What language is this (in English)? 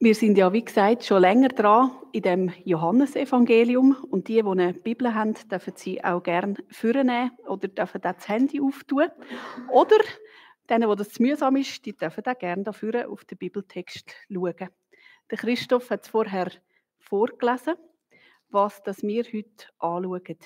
Swiss German